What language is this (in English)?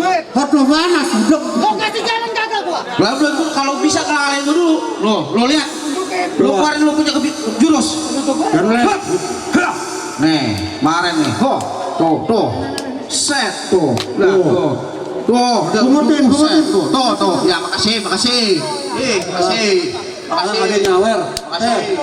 Betawi